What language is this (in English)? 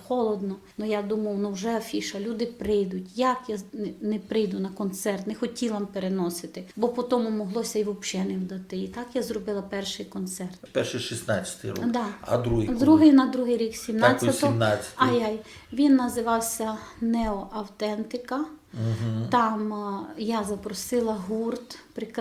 Rusyn